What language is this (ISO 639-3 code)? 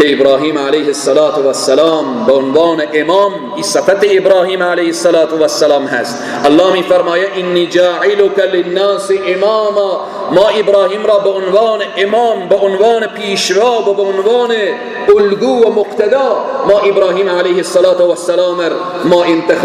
fas